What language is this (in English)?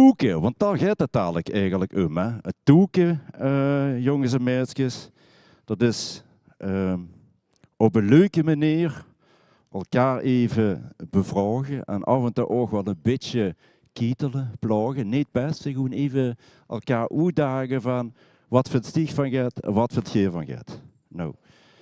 Limburgish